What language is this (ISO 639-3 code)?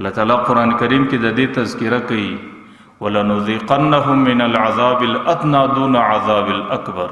pus